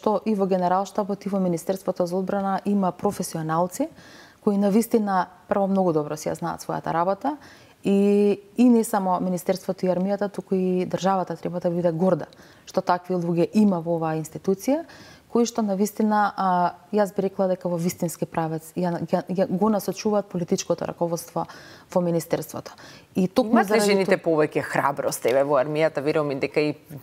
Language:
Macedonian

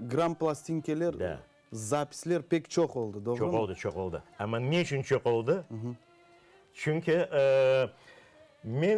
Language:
Crimean Tatar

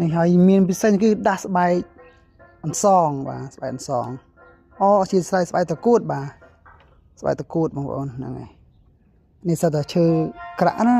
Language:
Khmer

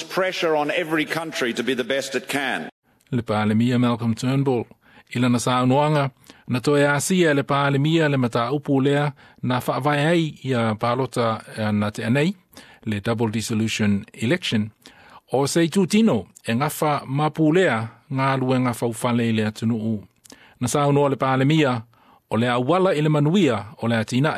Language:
Samoan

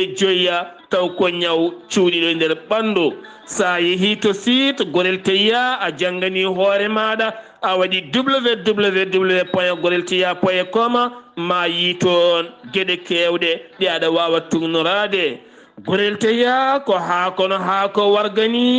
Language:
Fula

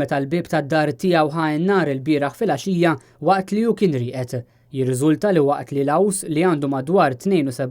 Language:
Maltese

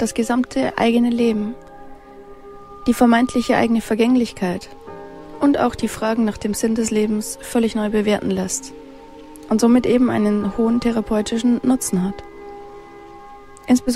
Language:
German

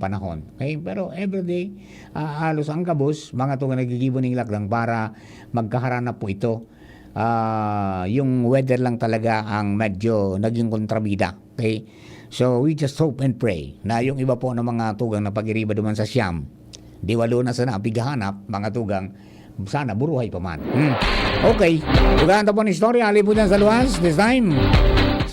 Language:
Bikol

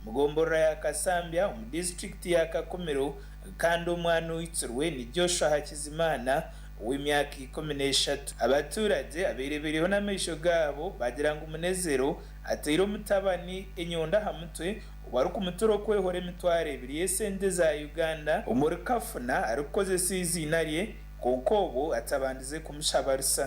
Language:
Nyankole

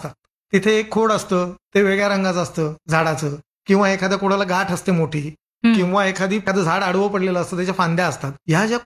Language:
Marathi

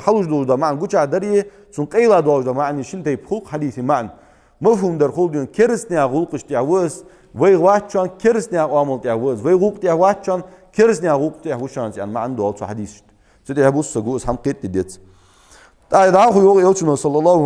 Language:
Ingush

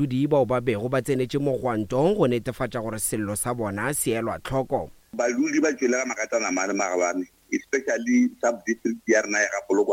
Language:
Northern Sotho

